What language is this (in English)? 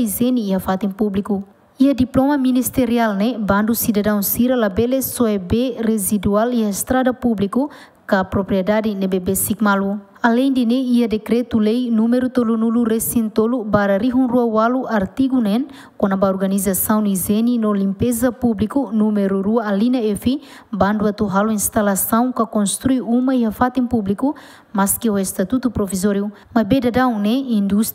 Tetum